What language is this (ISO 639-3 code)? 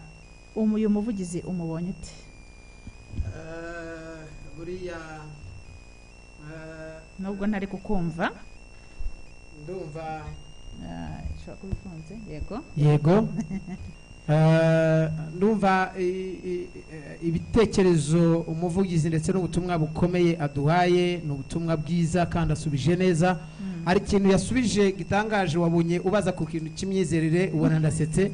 kin